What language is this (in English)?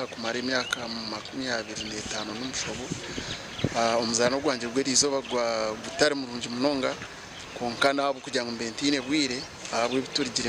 Nyankole